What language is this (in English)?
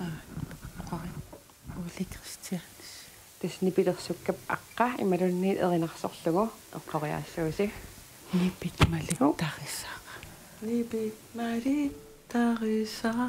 Kalaallisut